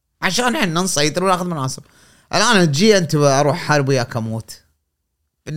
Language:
Gulf Arabic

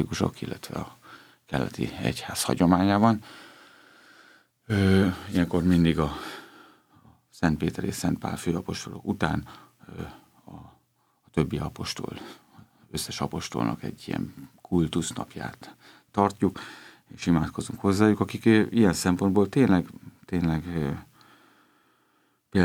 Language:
Hungarian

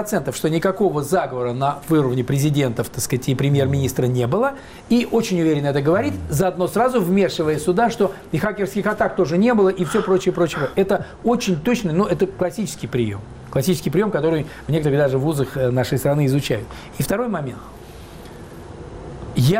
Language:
Russian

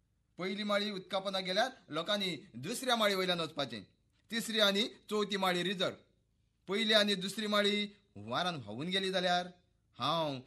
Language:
Konkani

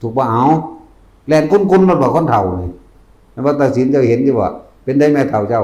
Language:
Northeastern Thai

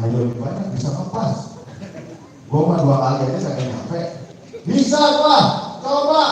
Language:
Betawi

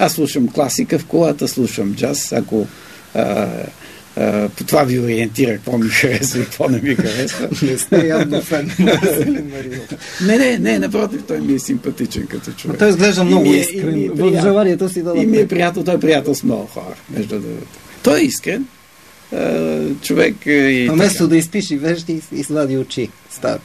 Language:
Bulgarian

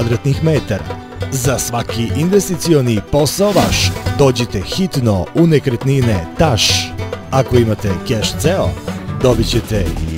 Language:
Serbian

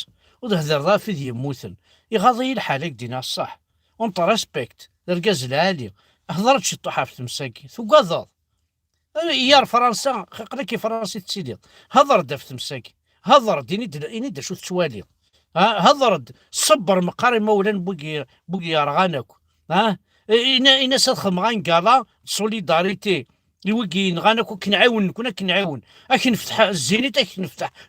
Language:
Kabyle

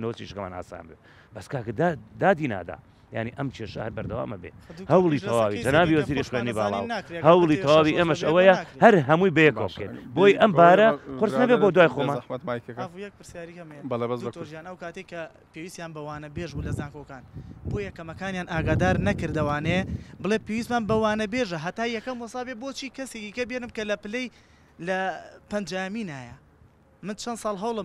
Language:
Central Kurdish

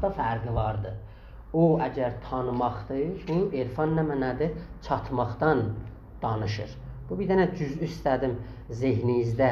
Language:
South Azerbaijani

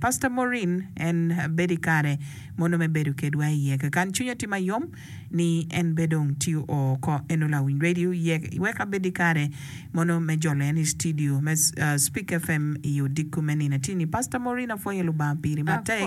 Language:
Acoli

